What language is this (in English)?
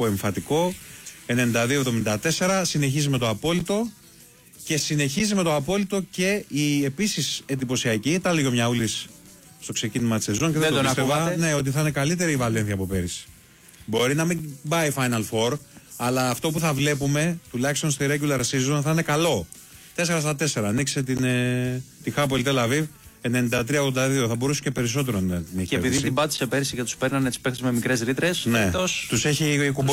Greek